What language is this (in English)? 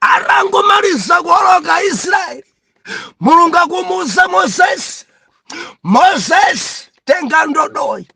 Nyanja